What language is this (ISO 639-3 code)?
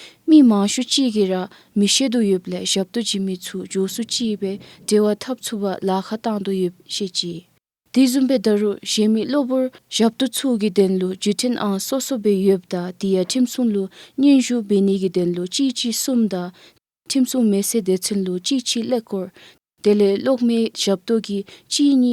dzo